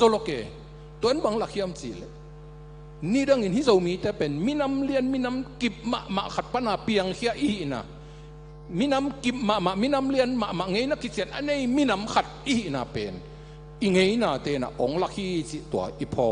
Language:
Tedim Chin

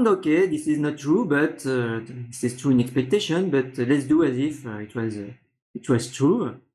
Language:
English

